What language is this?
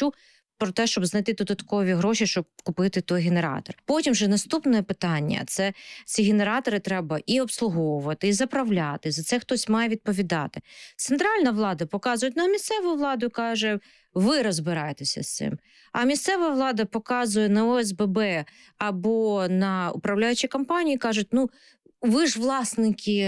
Ukrainian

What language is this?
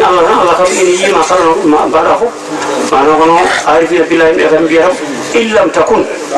Fula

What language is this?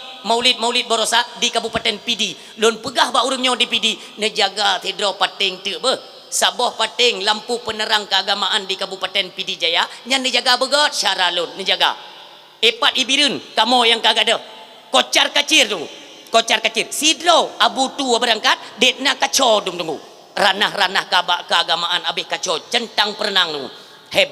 Achinese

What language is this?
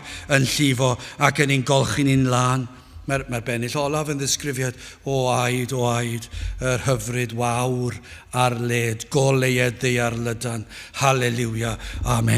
Welsh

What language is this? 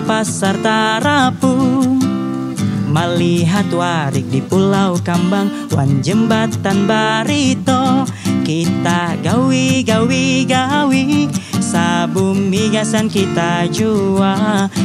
Banjar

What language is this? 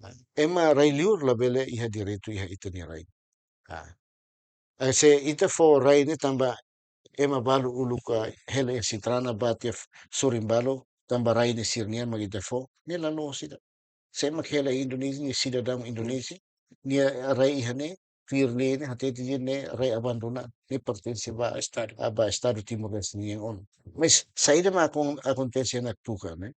Tetum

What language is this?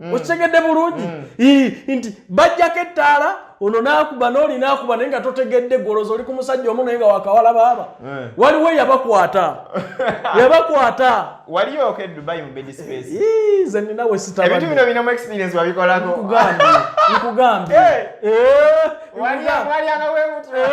Ganda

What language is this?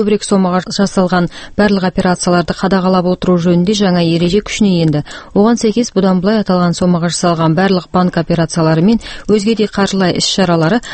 Kazakh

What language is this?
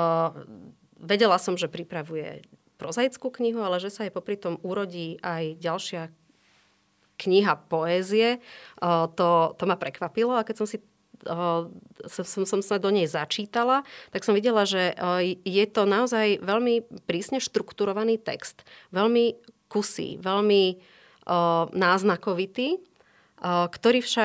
Slovak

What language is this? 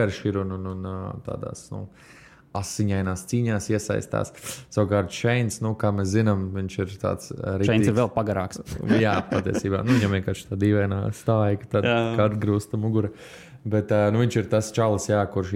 Latvian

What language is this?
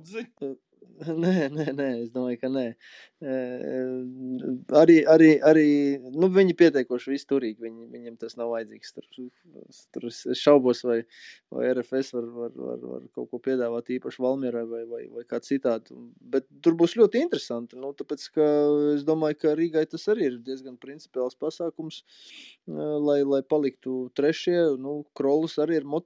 Latvian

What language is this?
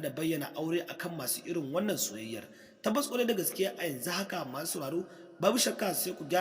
Hausa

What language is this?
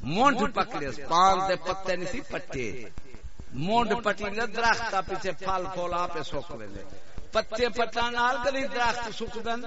Saraiki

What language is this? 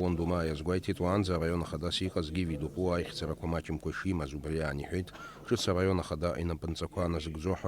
Abkhazian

